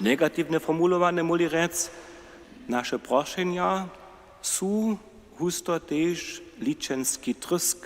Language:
Upper Sorbian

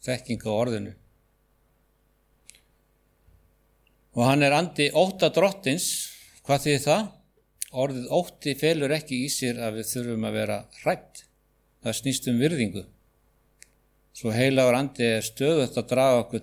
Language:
Icelandic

